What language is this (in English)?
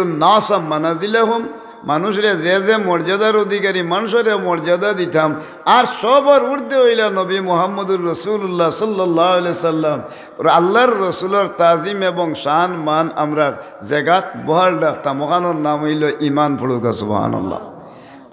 Sylheti